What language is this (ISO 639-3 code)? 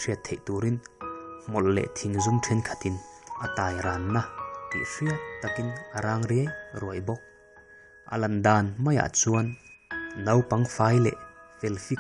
lus